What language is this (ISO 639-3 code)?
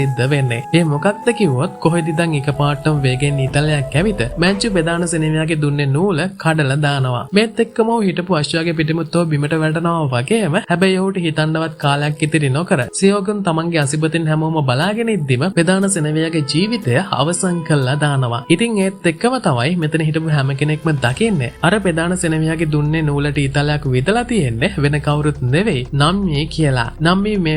sin